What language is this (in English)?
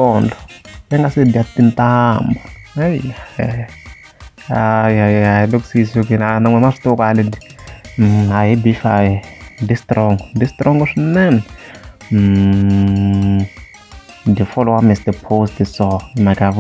Tsonga